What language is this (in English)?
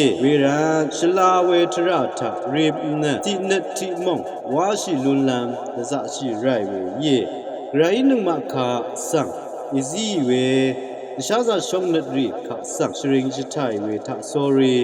Rawang